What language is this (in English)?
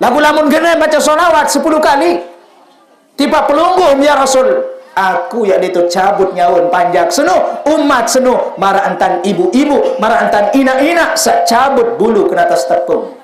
Sasak